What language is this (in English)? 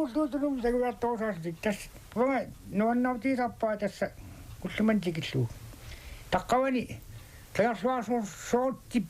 Kalaallisut